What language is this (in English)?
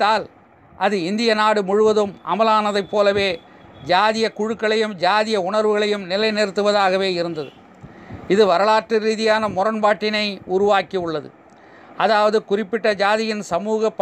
Tamil